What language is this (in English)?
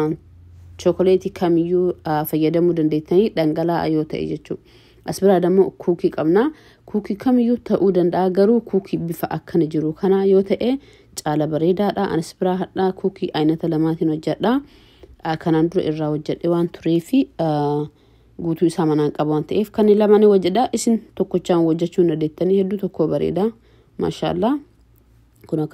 Oromo